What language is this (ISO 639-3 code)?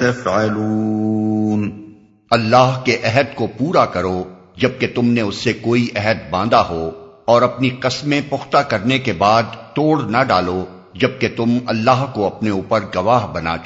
urd